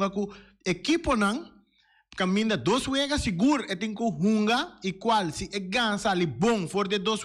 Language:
Papiamento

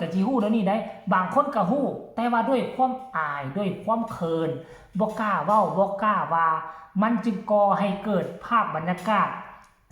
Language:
Northeastern Thai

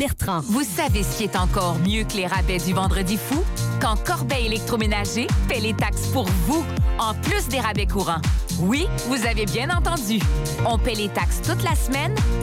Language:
French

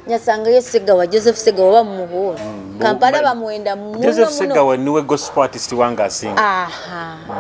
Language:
Nyoro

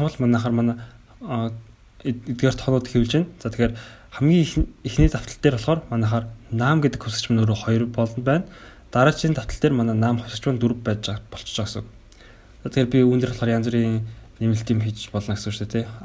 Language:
Mongolian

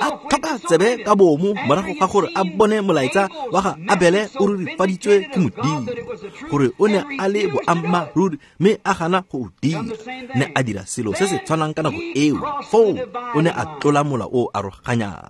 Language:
Tswana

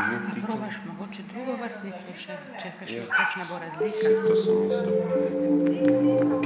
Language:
Slovenian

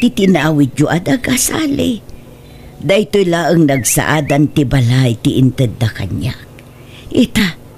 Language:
Iloko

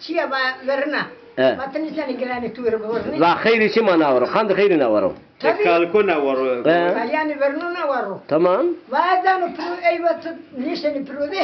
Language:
Zaza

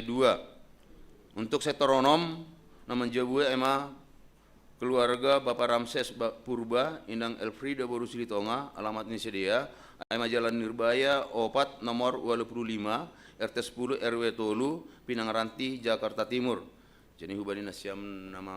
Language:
Batak Simalungun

